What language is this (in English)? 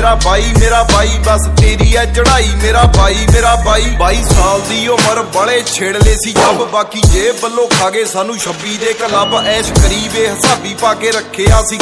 Punjabi